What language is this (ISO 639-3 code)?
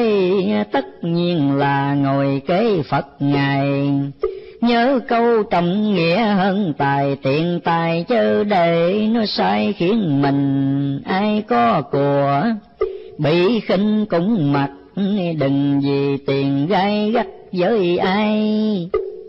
vie